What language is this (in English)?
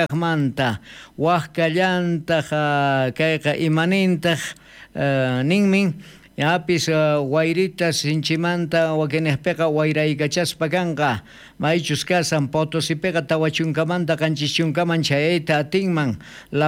South Bolivian Quechua